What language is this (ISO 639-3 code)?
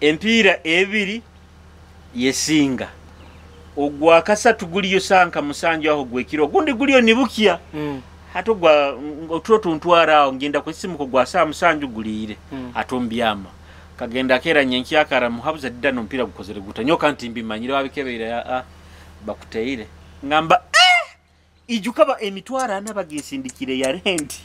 nyo